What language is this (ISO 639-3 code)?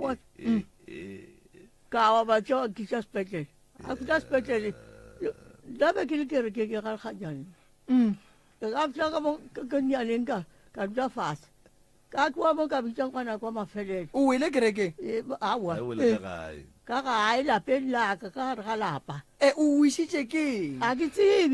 nso